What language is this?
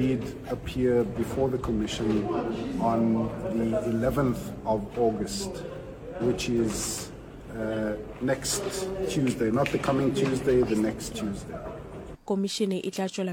Northern Sotho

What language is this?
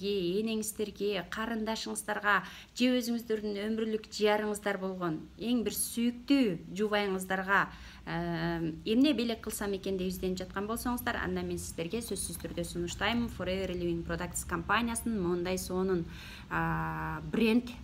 Kyrgyz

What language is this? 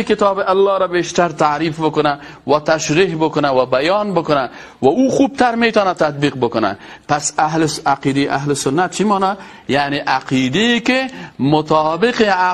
Persian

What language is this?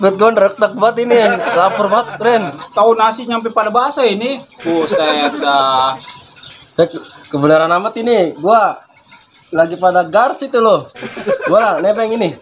Betawi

